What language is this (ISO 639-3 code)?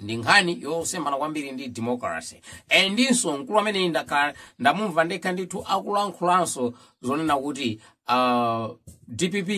nya